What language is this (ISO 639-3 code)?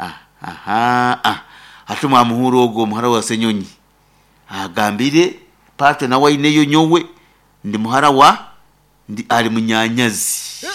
nyn